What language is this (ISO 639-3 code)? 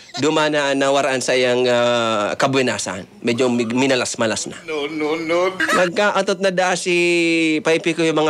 bik